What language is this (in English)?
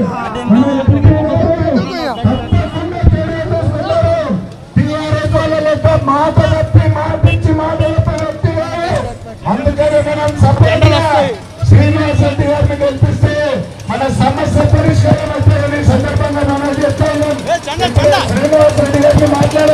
Telugu